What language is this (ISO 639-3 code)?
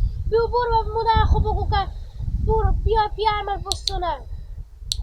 haz